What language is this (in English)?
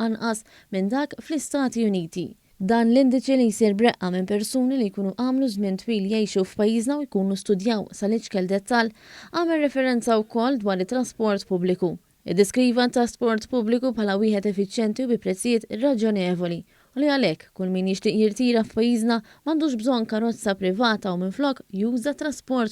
Maltese